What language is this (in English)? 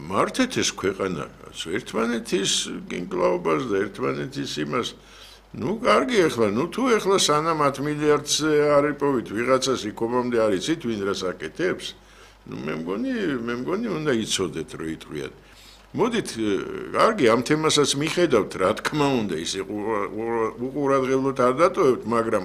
Georgian